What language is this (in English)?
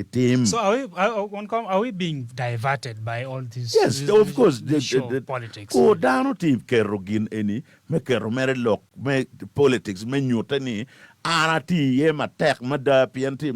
Acoli